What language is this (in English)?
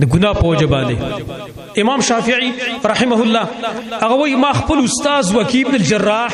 Pashto